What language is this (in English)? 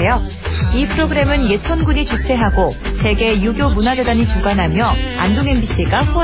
Korean